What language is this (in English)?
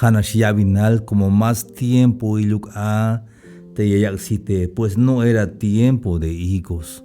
Tzeltal